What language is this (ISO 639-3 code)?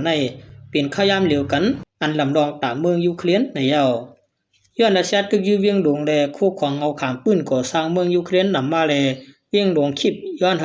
shn